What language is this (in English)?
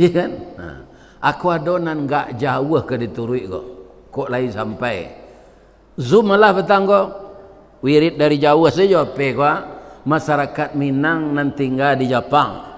Minangkabau